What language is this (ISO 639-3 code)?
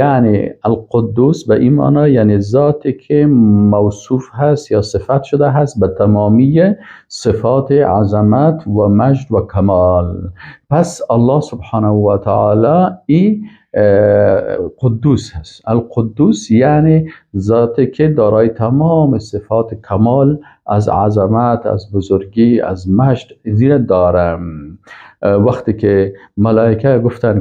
fas